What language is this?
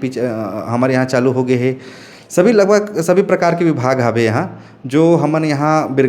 Chhattisgarhi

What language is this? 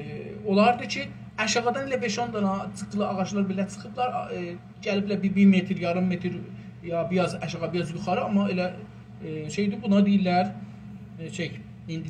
South Azerbaijani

